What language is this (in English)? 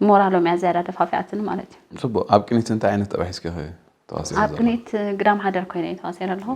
Tigrinya